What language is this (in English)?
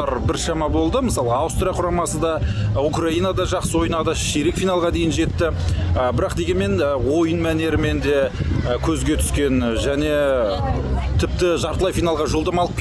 Kazakh